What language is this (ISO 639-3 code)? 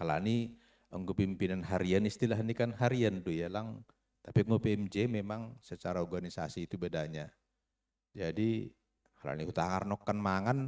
bts